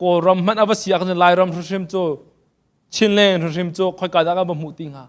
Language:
Hakha Chin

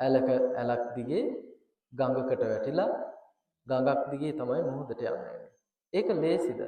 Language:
Sinhala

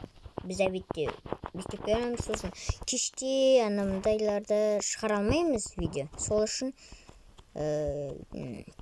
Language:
Kazakh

